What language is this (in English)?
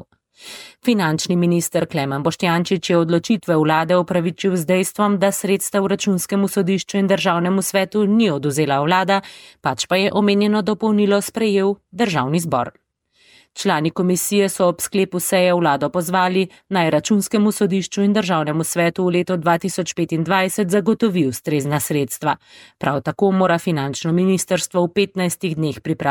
Slovenian